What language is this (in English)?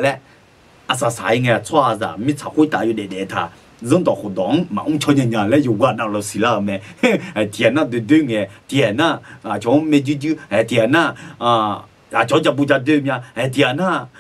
Akha